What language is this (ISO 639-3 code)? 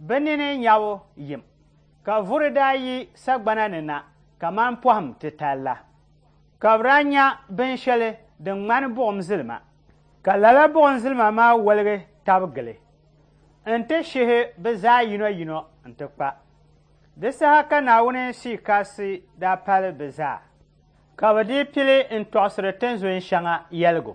dag